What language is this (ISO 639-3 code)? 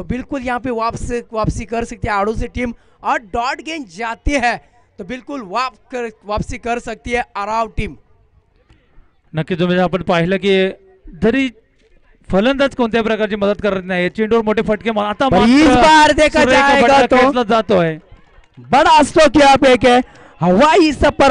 mar